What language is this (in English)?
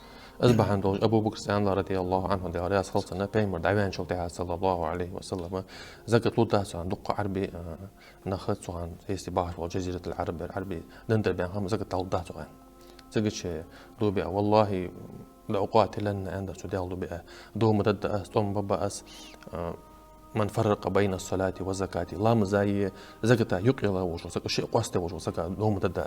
Ingush